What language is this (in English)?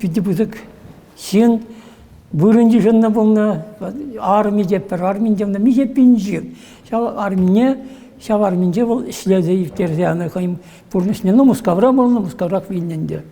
Chuvash